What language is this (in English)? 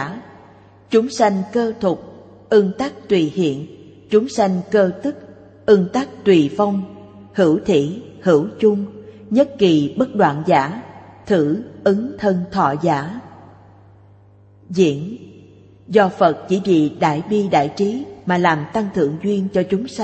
Vietnamese